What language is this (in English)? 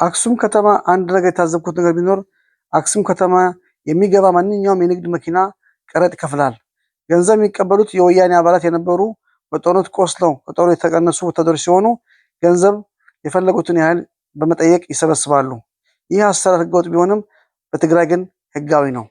Amharic